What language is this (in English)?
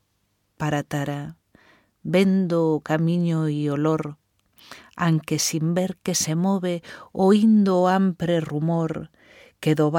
Galician